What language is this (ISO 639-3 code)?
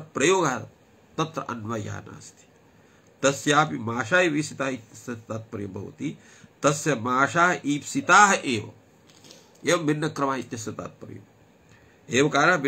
san